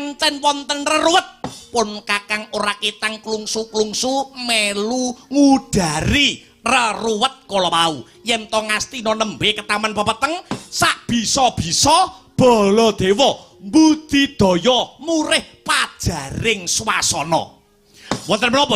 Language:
Javanese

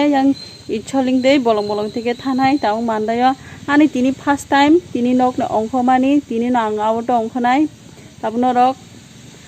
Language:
Kok Borok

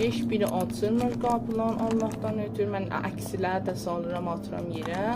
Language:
South Azerbaijani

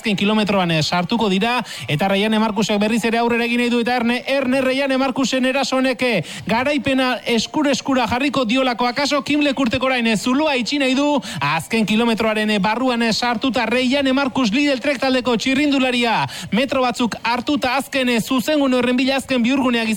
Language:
Basque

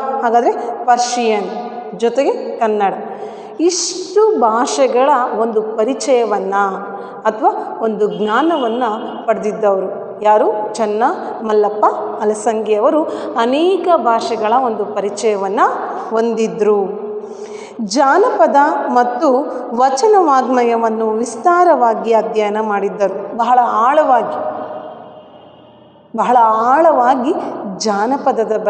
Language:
Kannada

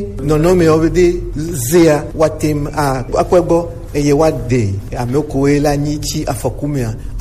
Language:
Gen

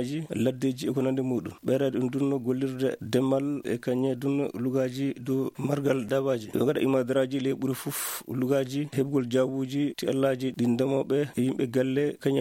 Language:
Fula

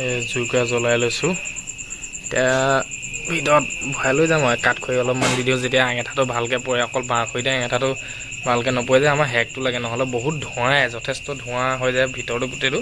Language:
Assamese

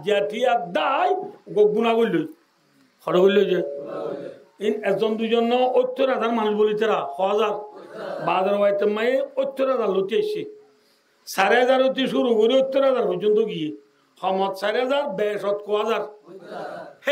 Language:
Rohingya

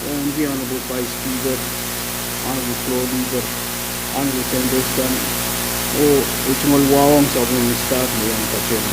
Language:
Pohnpeian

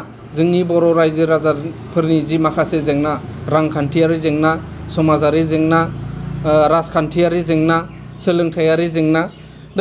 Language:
Bodo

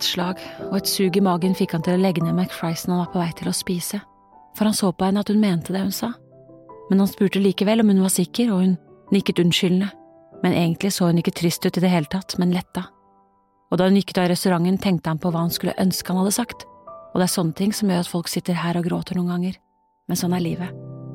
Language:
Norwegian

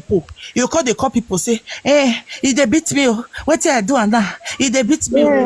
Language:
Nigerian Pidgin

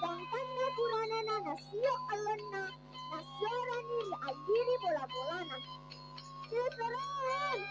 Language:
Buginese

